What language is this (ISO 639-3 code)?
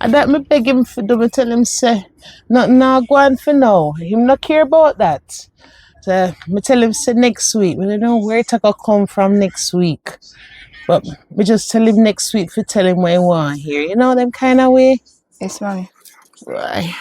jam